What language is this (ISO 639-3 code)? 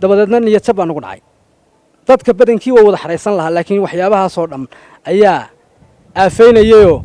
som